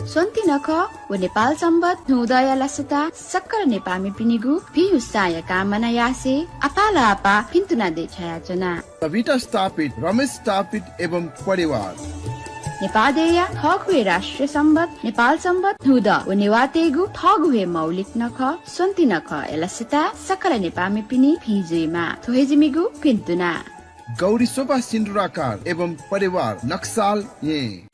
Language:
Newari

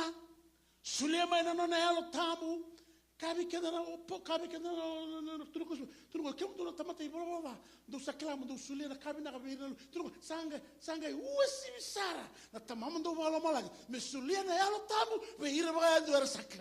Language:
Fijian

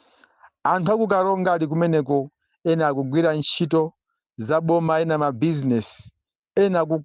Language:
Nyanja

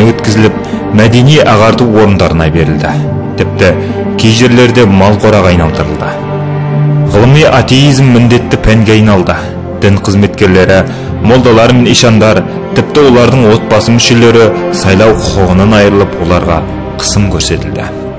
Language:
Kazakh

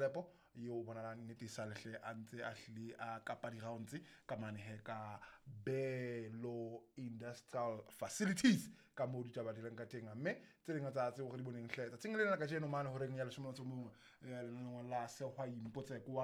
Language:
Southern Sotho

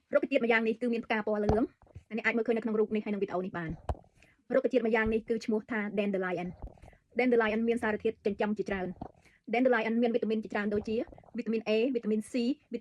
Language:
Khmer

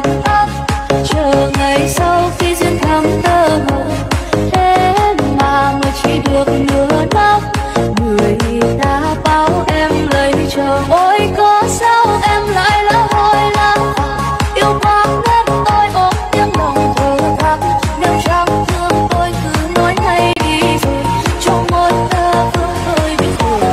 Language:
Vietnamese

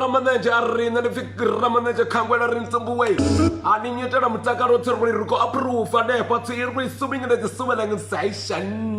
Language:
Venda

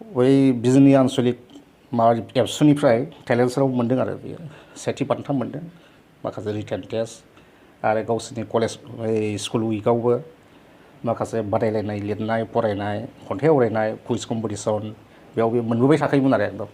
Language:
Bodo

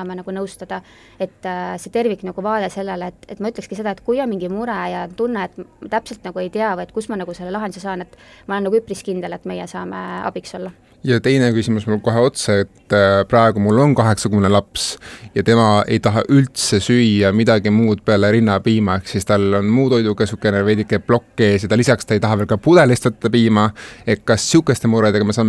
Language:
Estonian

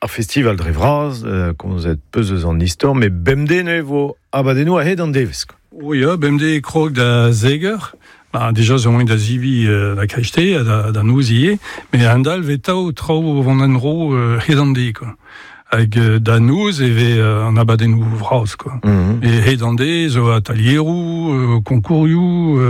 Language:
Breton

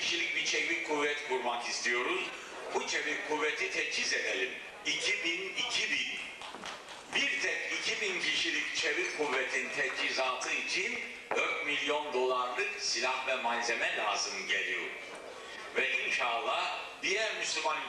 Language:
Turkish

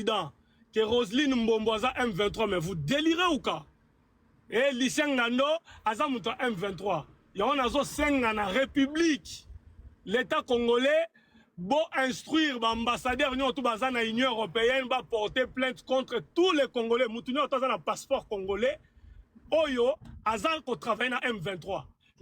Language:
Lingala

